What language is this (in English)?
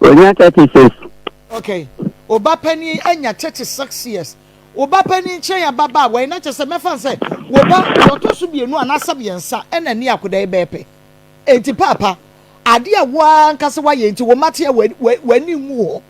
Akan